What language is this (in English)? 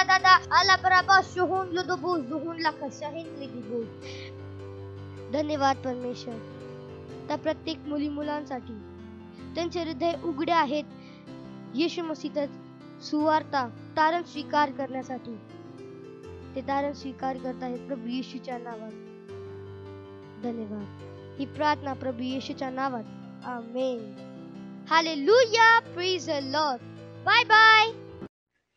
Marathi